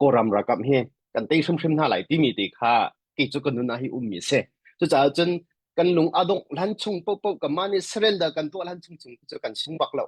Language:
Hakha Chin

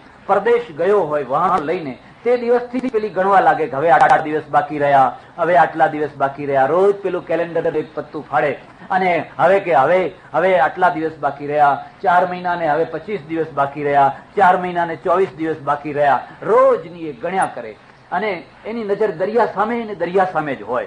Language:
Gujarati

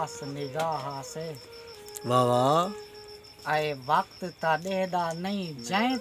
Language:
Saraiki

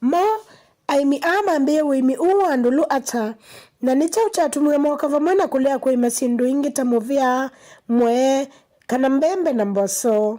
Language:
Kamba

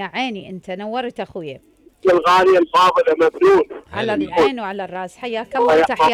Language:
Mesopotamian Arabic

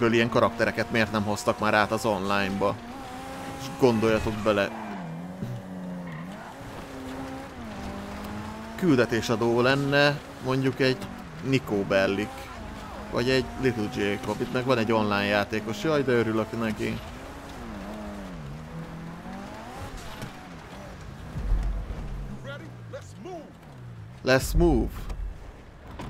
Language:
Hungarian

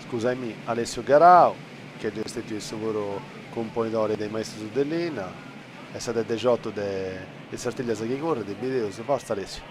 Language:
Sardinian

